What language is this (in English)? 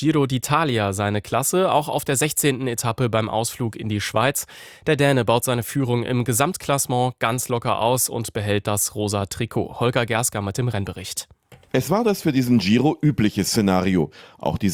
German